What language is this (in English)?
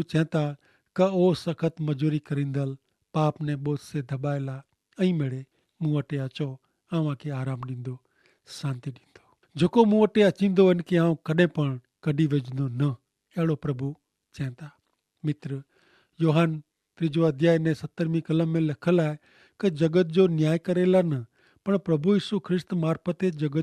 Kachhi